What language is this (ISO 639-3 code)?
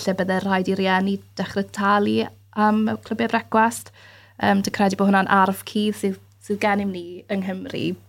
cym